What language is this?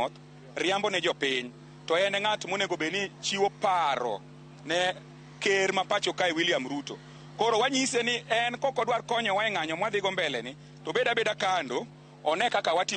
Luo (Kenya and Tanzania)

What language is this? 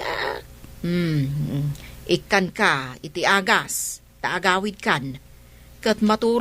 Iloko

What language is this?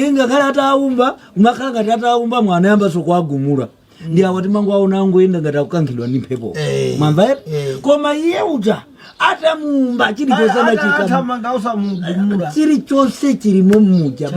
Nyanja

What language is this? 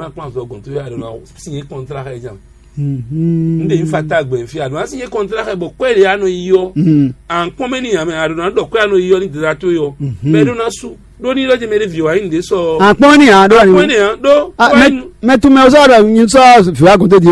Fon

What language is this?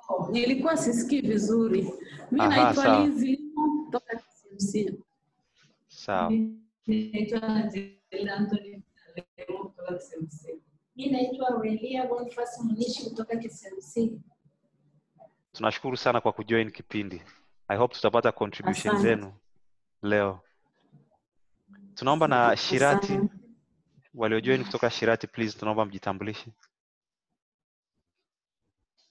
Swahili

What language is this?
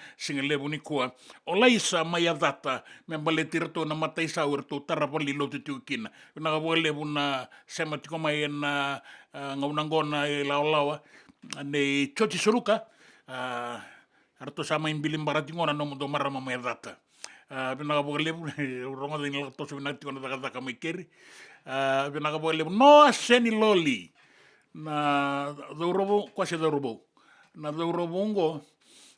Fijian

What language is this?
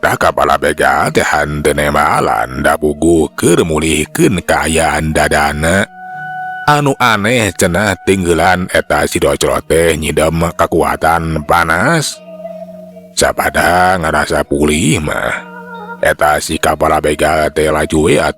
Sundanese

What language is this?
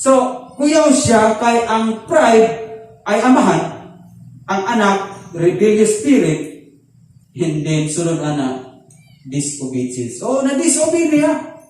Cebuano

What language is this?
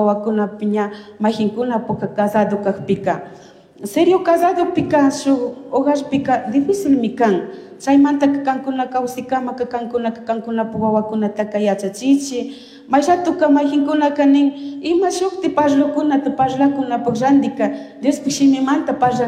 Chimborazo Highland Quichua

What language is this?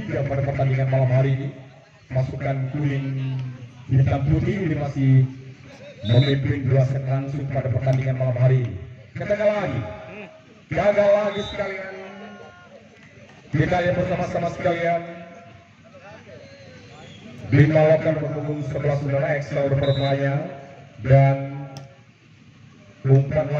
Indonesian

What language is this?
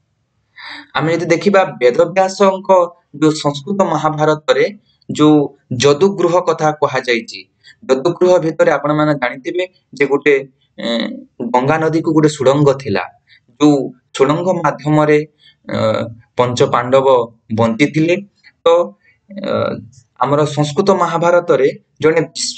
Odia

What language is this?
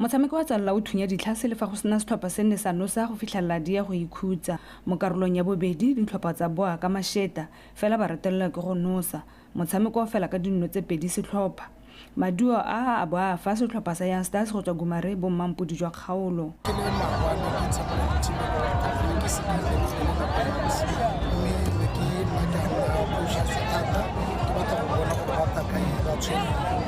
Tswana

